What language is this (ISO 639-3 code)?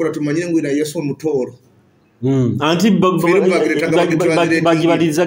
nyo